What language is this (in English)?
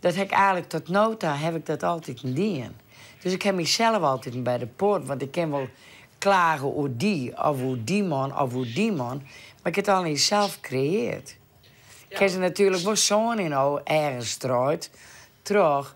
Western Frisian